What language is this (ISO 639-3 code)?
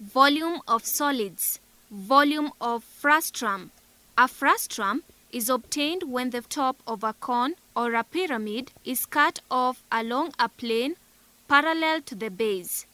eng